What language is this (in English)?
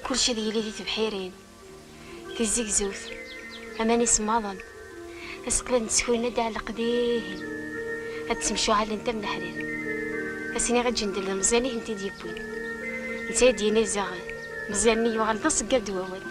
Kabyle